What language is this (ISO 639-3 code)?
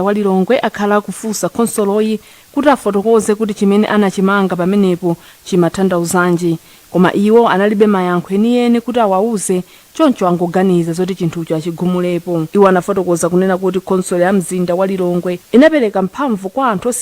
nya